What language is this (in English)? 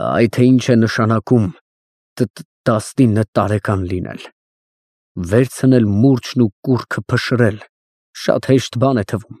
Armenian